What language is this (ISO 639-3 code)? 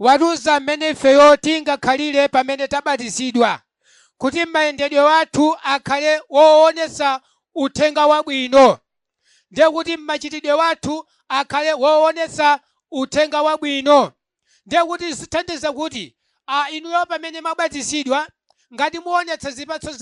nya